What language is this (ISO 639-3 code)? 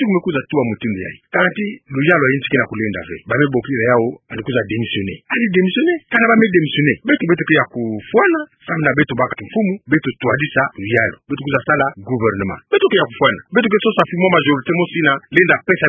ktu